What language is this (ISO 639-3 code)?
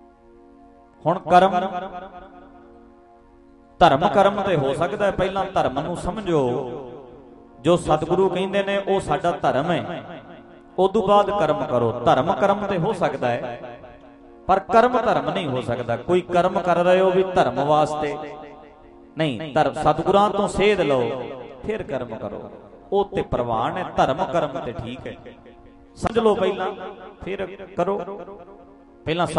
pan